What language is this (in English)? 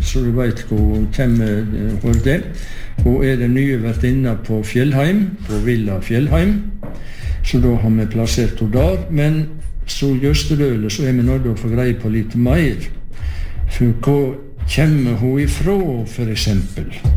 Norwegian